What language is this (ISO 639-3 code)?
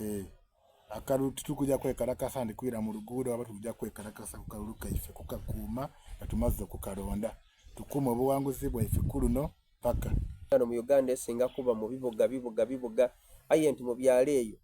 xog